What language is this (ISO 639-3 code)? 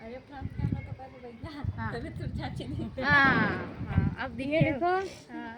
hne